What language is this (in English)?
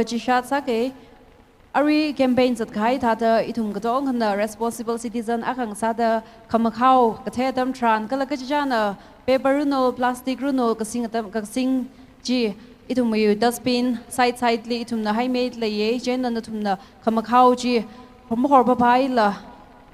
Tangkhul Naga (India)